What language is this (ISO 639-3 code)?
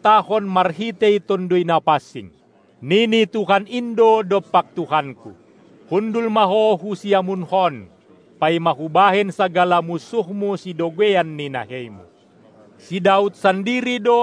bts